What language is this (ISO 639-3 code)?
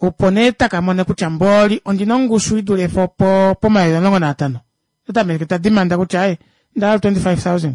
kua